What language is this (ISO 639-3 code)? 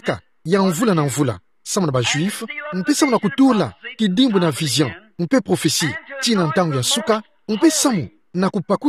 ktu